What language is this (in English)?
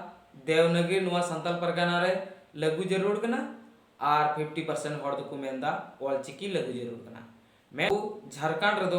Santali